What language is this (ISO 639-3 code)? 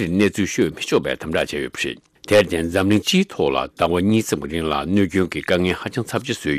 bod